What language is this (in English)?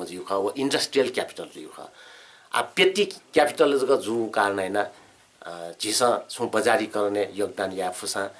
Newari